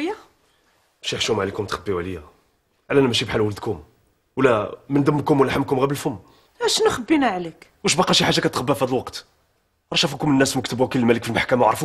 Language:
Moroccan Arabic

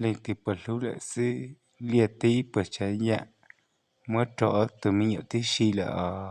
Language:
Hmong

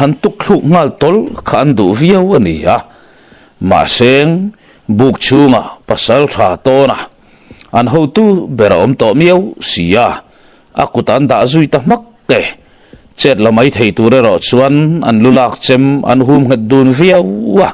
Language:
Mizo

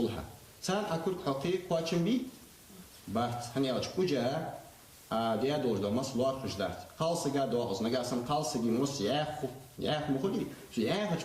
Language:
Ingush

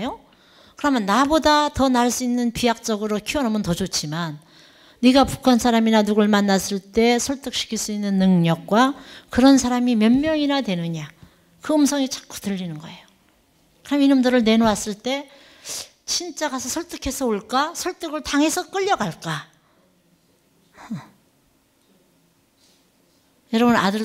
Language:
Korean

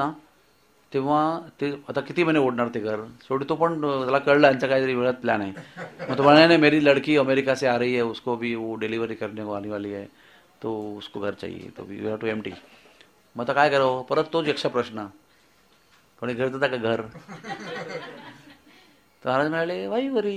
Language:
Marathi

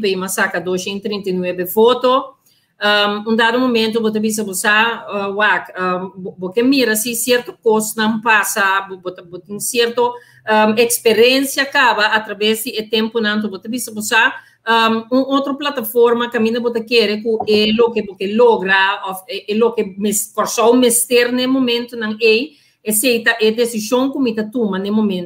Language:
Papiamento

